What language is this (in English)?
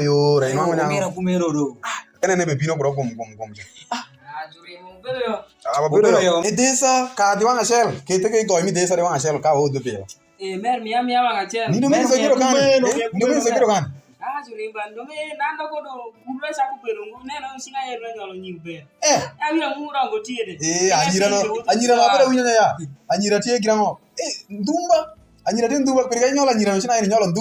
Alur